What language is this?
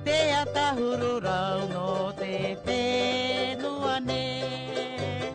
Tahitian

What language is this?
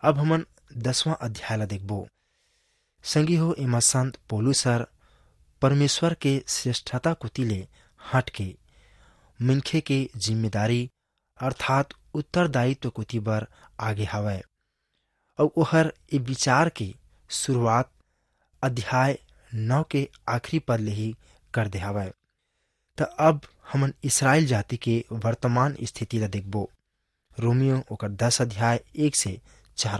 Chhattisgarhi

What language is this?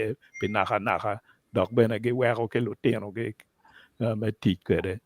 Acoli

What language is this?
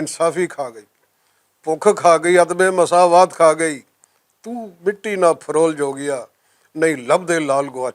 Western Panjabi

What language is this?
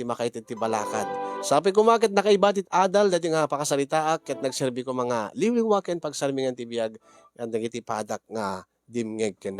Iloko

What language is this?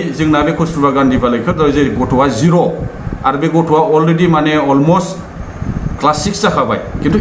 Bodo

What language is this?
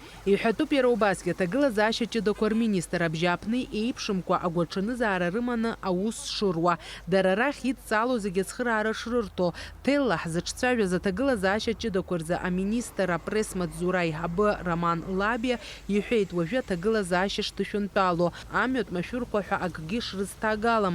Abkhazian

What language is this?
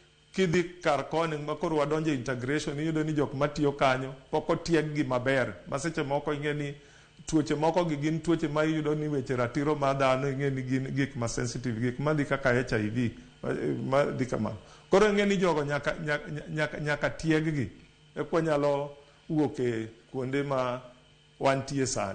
Luo (Kenya and Tanzania)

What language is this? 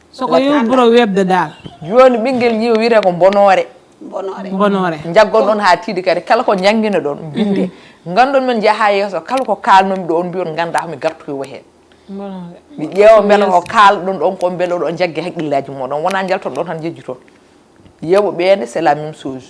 Fula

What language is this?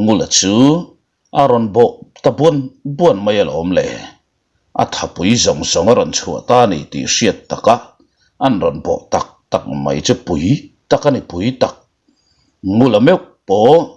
Mizo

